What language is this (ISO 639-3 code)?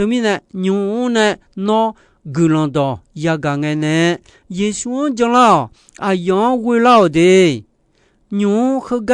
ahk